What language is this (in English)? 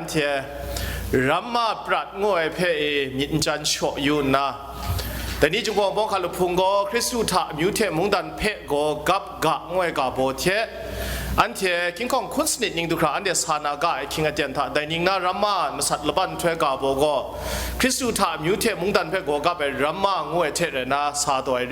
Kachin